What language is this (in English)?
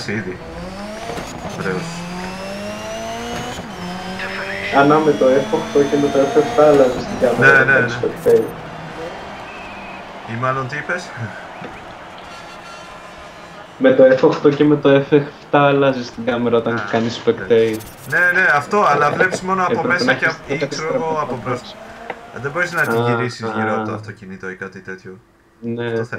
Greek